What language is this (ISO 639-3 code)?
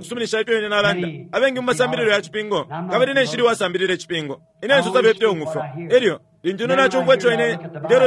bem